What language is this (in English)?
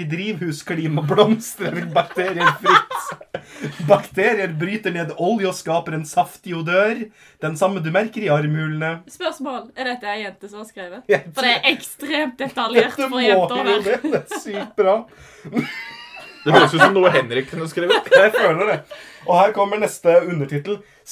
Norwegian